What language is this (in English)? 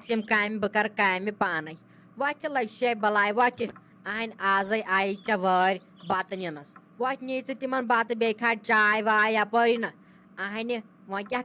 Kashmiri